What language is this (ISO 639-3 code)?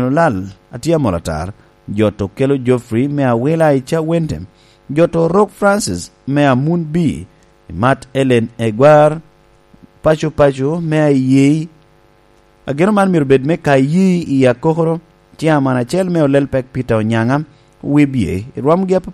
laj